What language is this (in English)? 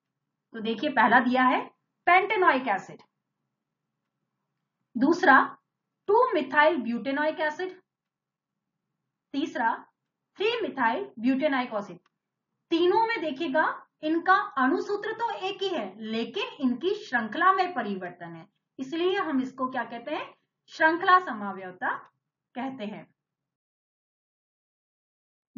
Hindi